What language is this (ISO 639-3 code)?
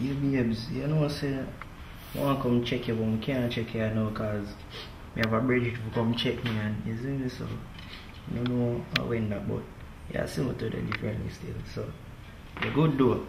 jam